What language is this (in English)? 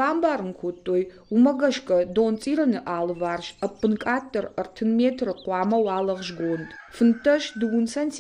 Ossetic